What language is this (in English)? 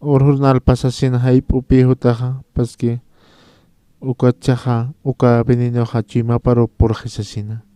Aymara